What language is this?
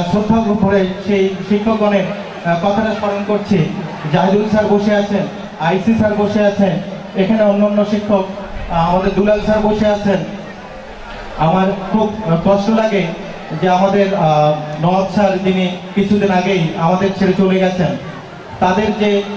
Bangla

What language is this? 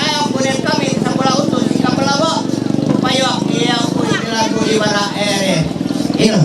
Ma'anyan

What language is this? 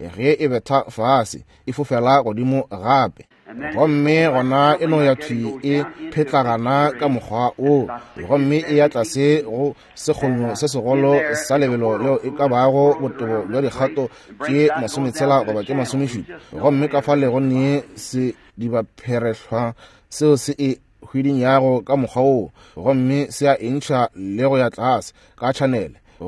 Northern Sotho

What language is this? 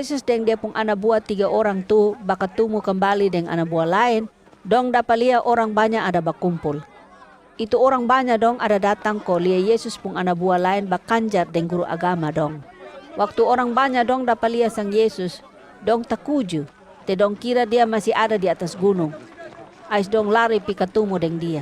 Kupang Malay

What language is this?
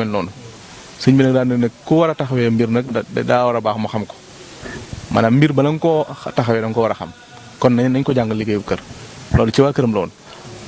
Wolof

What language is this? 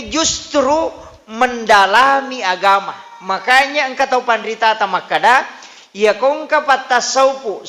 Buginese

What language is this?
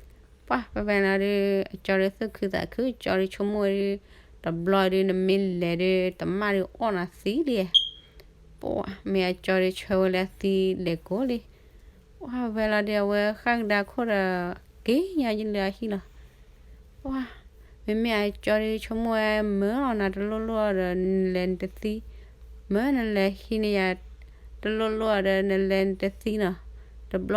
S'gaw Karen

